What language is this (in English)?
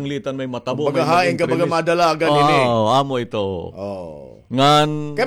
Waray